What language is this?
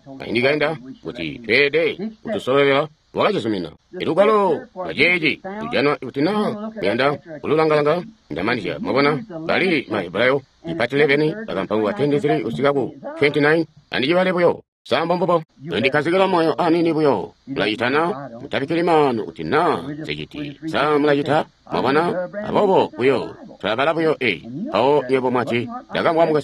Tonga (Zambia)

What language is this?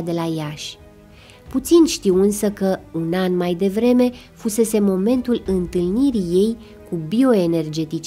Romanian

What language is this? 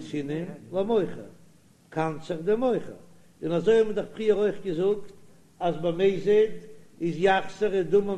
Yiddish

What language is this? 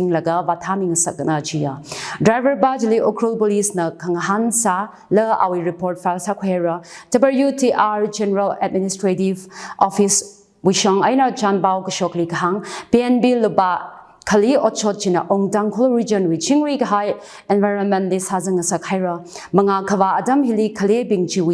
Tangkhul Naga (India)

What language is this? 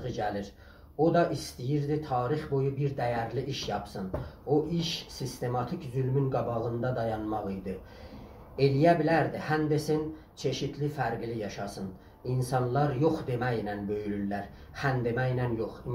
South Azerbaijani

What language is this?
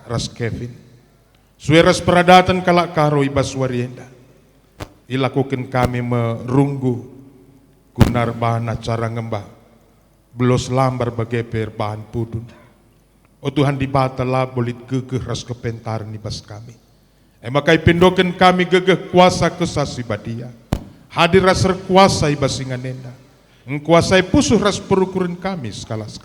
Batak Karo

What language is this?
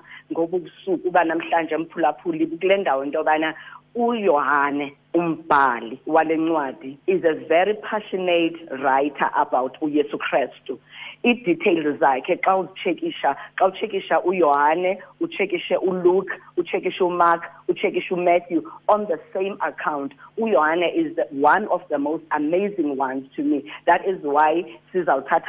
Xhosa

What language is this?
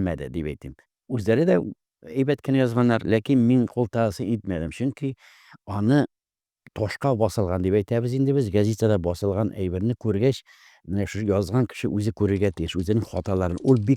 Tatar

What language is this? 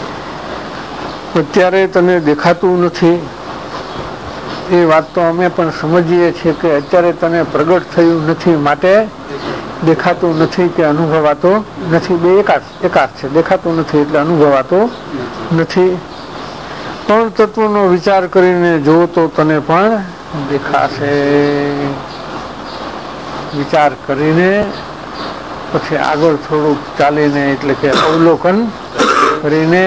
Gujarati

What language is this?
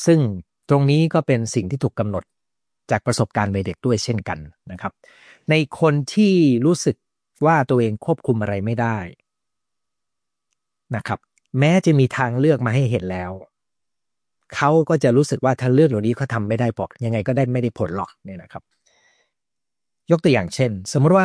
Thai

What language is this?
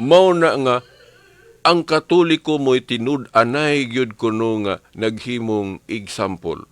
Cebuano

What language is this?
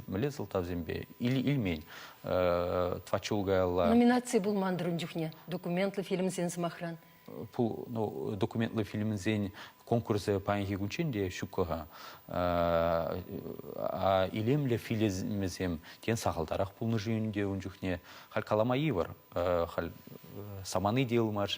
Chuvash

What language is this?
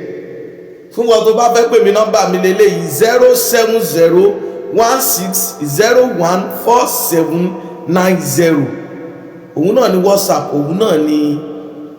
Yoruba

